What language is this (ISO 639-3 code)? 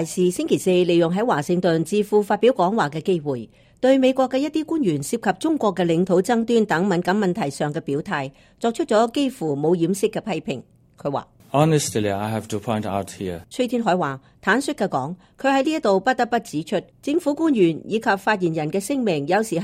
yue